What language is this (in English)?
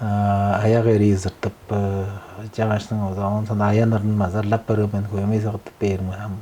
Tuvinian